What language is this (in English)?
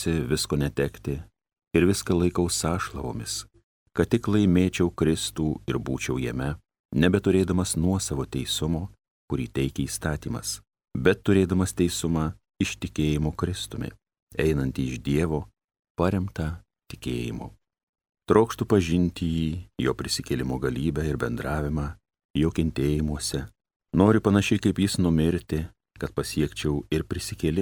Lithuanian